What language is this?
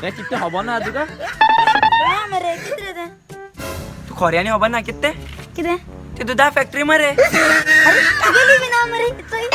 Konkani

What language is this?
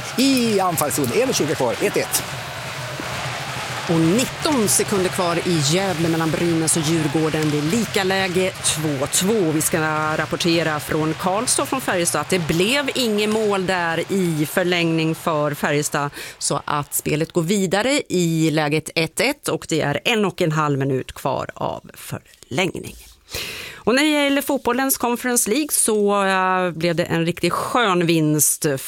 Swedish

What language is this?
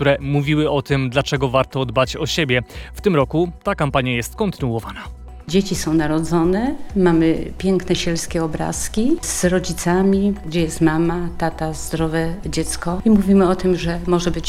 Polish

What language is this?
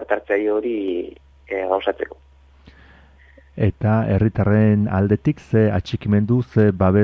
Basque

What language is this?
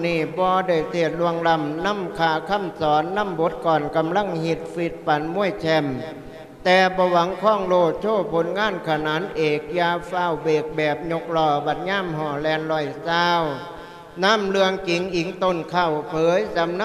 Lao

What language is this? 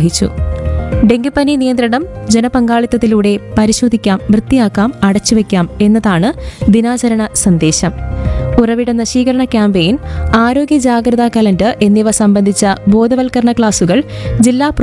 Malayalam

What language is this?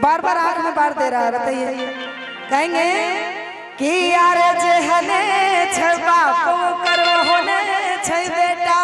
Maithili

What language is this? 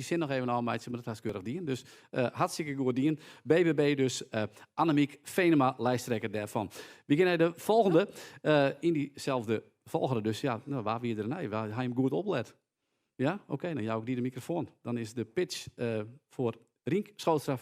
Western Frisian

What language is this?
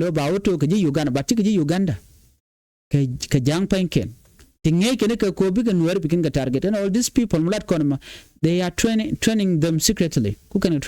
Nuer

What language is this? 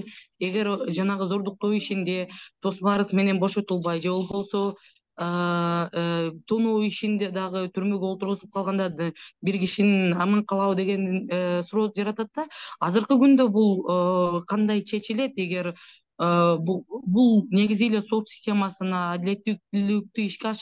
Kyrgyz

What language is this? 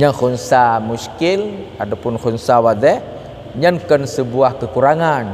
Achinese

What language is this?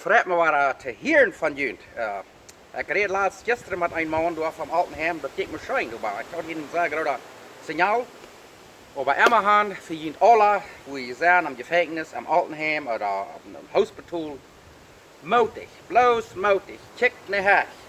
Plautdietsch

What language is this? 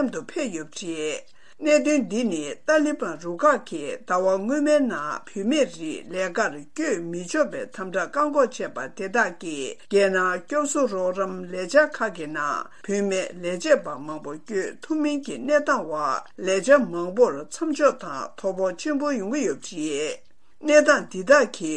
Tibetan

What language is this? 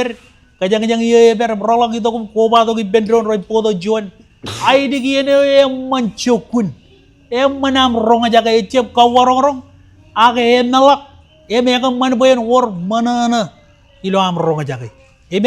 Marshallese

